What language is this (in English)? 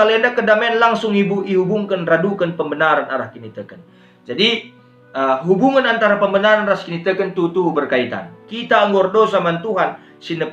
Batak Karo